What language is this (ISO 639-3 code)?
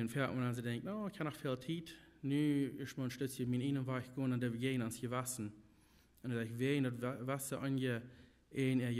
pdt